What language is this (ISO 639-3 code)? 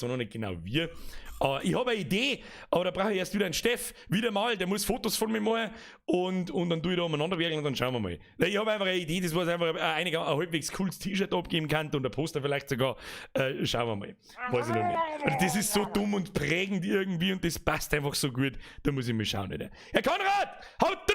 bar